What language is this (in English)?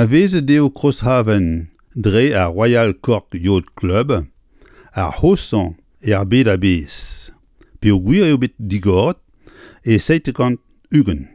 Breton